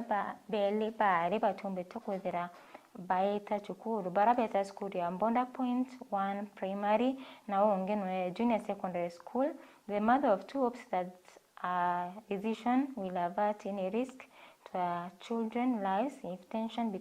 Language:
Meru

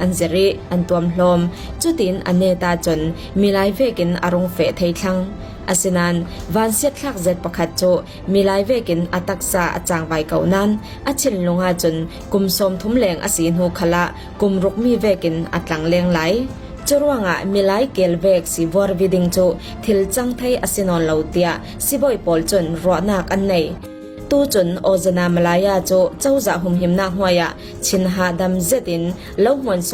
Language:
Falam Chin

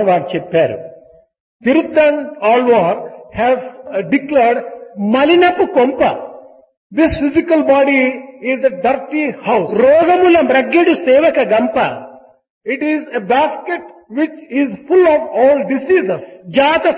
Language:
Telugu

